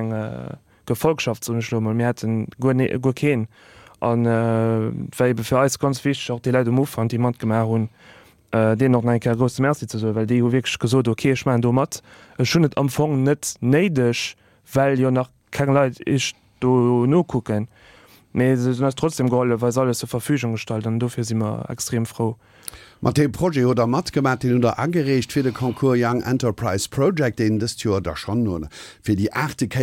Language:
Luxembourgish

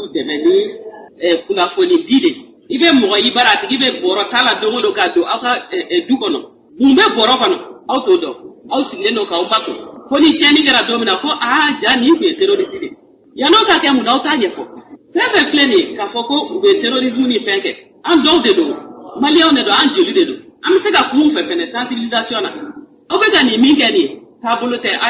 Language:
Bambara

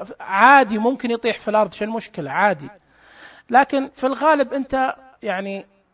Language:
Najdi Arabic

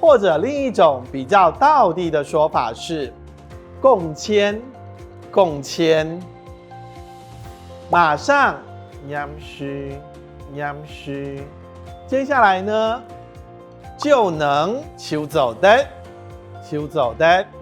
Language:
Hakka Chinese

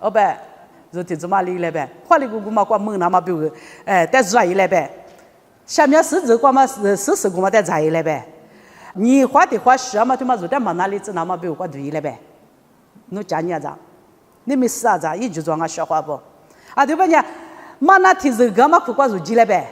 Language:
Lisu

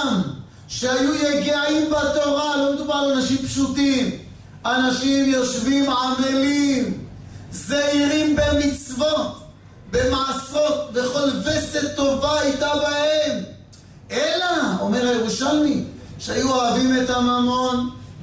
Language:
Hebrew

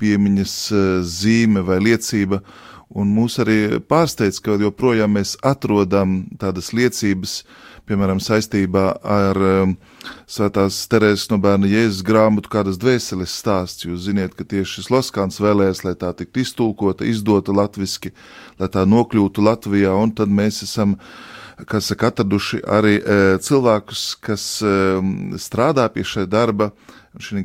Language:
Latvian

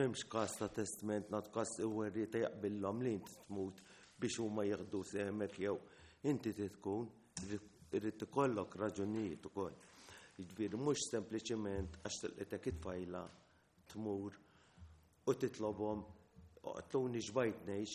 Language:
Maltese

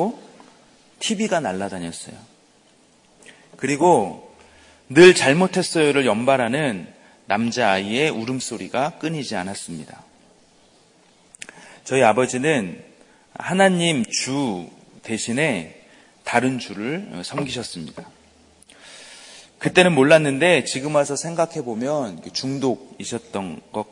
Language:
Korean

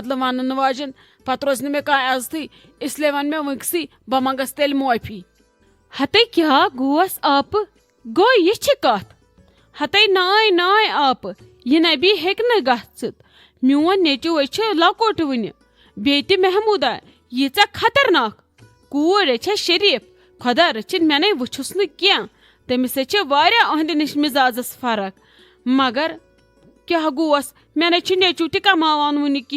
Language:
Kashmiri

